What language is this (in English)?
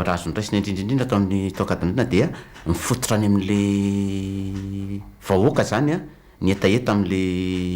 Malagasy